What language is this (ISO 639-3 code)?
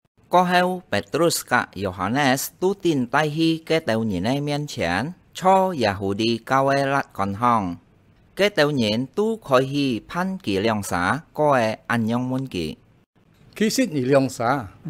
hak